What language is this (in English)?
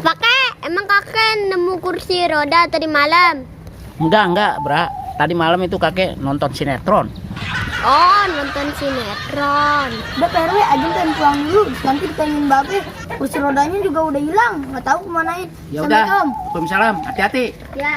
Betawi